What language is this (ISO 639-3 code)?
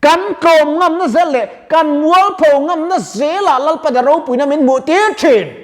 lus